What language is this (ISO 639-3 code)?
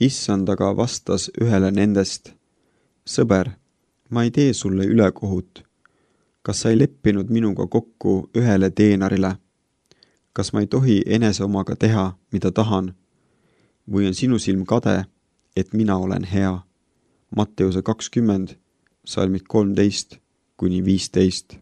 est